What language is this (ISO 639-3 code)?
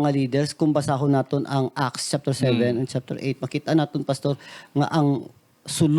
hil